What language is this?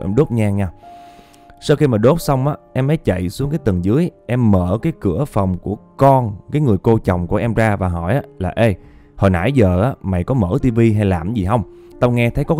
Vietnamese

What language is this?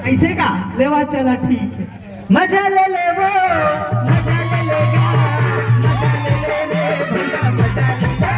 Chhattisgarhi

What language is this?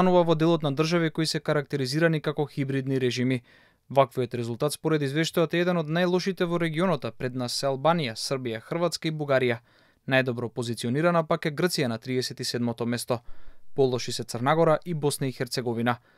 Macedonian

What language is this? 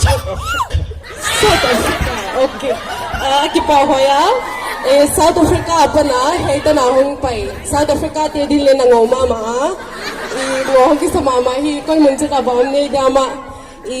Paite Chin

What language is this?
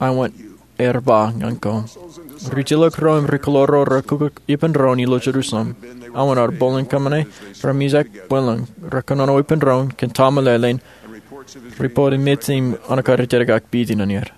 Marshallese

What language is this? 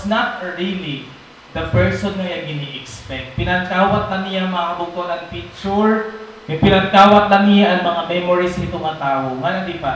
Waray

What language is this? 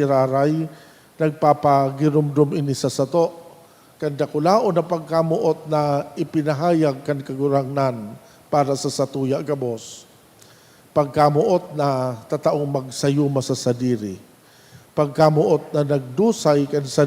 Bikol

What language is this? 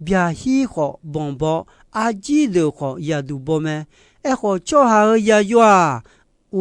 Akha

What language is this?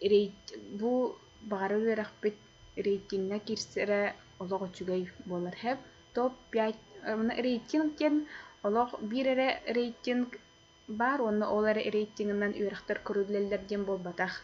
Yakut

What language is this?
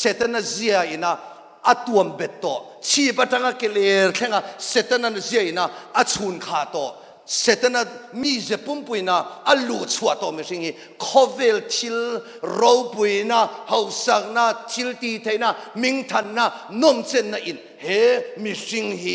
Mizo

